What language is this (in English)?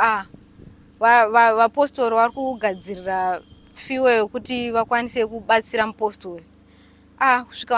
Shona